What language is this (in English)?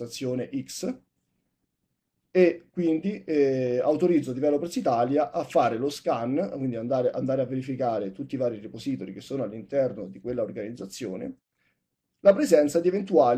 Italian